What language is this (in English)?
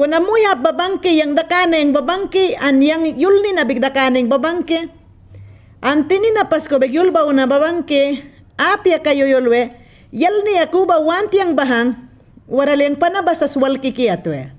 Mayangna